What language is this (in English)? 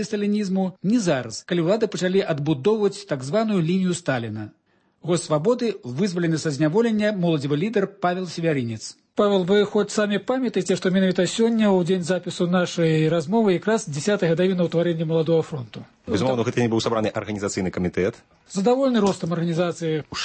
Belarusian